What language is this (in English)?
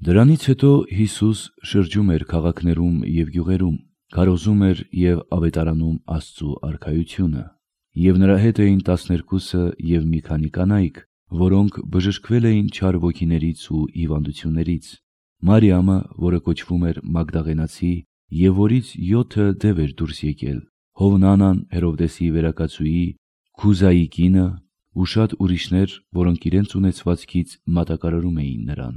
Armenian